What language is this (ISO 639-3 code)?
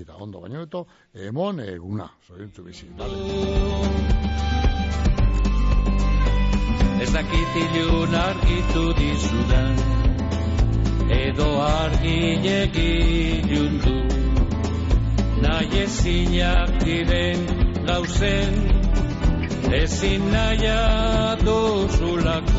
eus